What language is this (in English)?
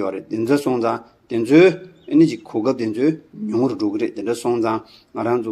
Tibetan